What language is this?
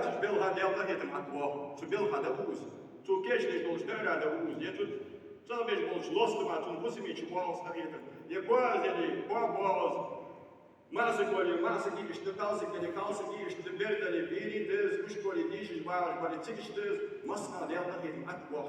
Ingush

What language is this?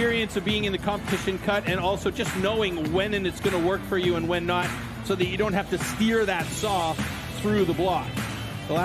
English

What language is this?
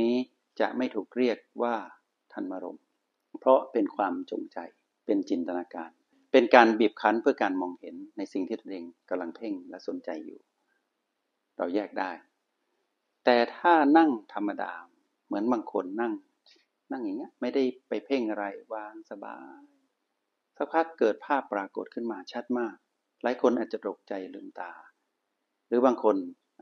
Thai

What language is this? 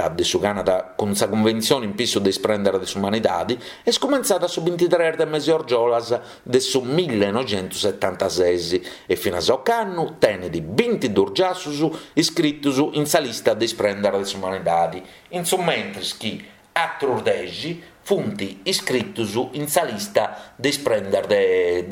Sardinian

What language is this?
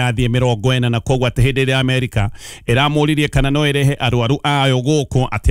Kikuyu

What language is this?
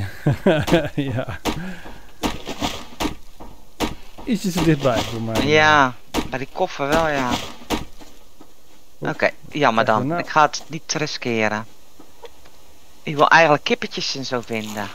Dutch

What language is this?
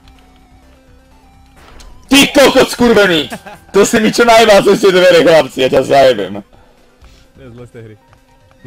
Slovak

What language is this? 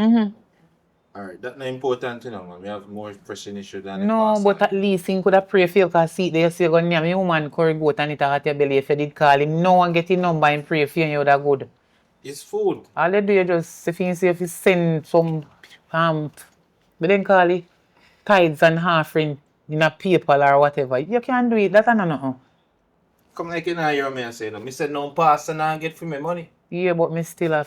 Jamaican Creole English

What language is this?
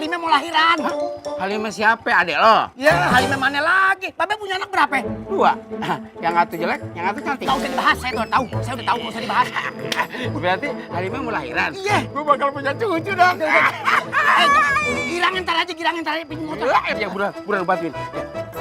Betawi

